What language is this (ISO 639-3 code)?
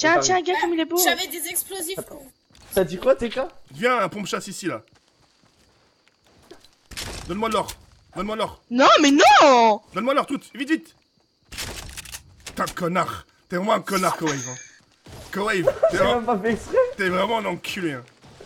fra